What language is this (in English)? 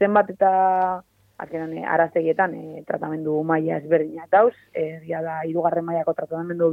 Basque